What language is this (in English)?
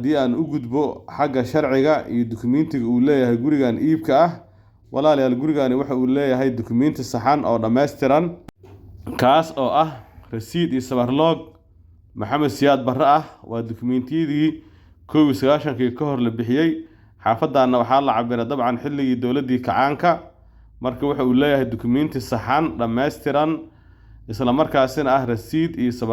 Somali